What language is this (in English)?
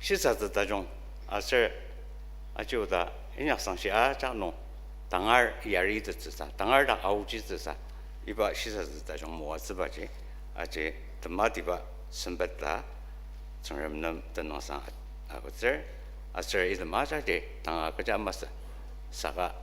Ao Naga